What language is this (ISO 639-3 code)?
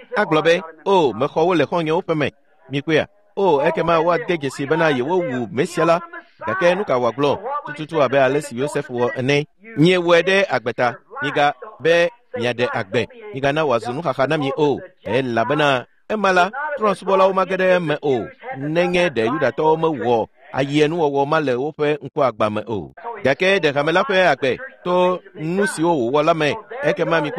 ewe